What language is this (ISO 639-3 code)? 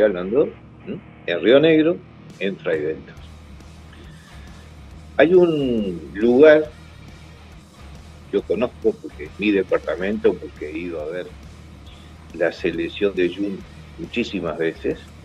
spa